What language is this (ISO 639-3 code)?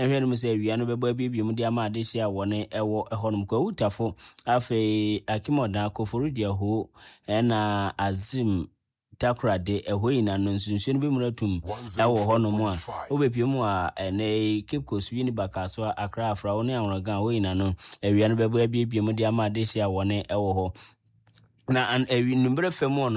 aka